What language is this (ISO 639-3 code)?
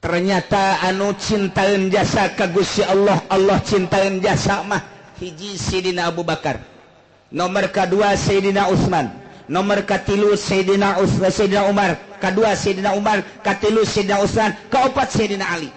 sun